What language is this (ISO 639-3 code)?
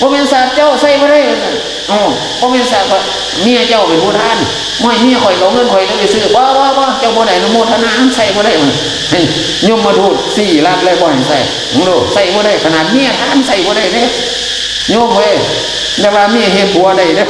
tts